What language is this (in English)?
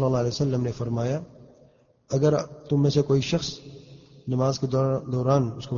Urdu